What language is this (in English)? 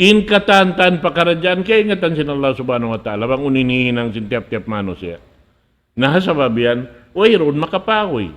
Tausug